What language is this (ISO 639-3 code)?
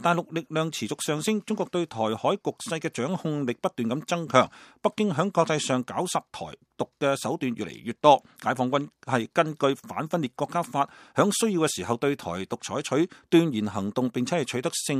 yue